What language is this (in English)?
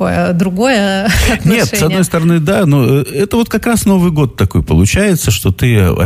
Russian